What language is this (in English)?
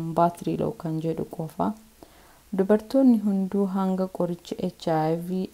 Oromo